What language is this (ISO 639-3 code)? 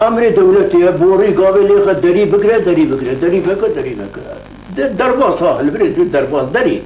kur